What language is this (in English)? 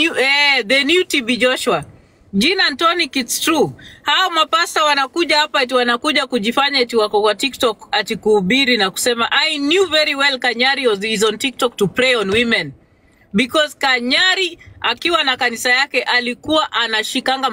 Swahili